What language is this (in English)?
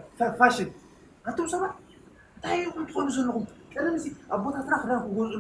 Tigrinya